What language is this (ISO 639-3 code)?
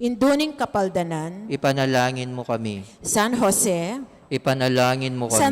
pam